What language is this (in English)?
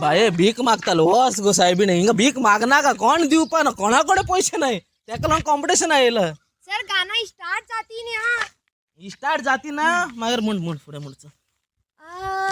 Konkani